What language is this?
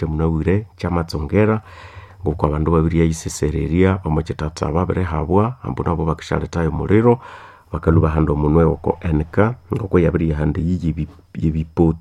Nande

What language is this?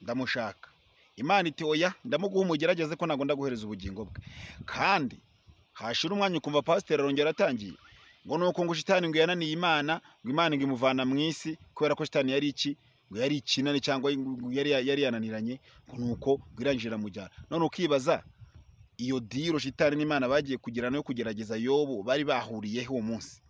Kinyarwanda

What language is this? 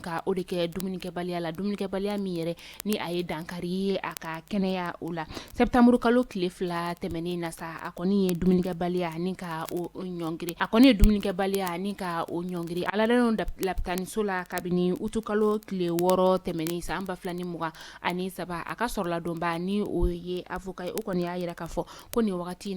Bambara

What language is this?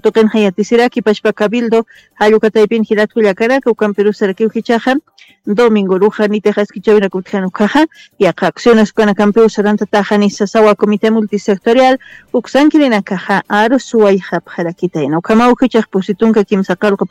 Aymara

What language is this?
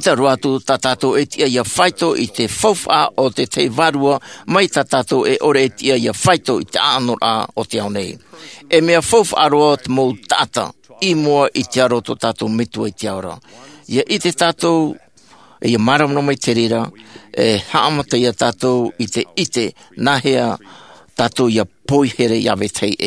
Tahitian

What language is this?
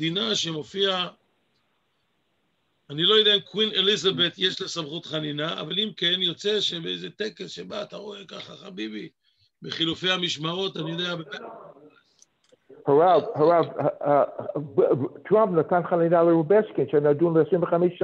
Hebrew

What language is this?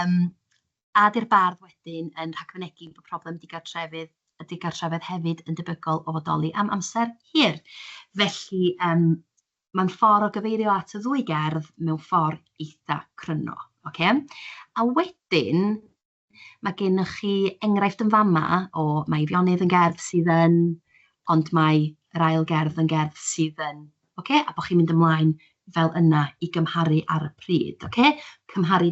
Welsh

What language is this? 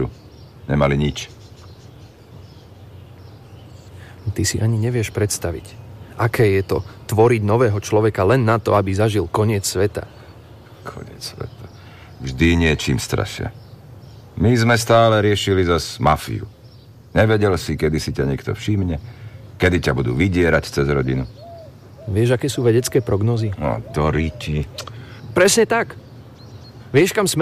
Slovak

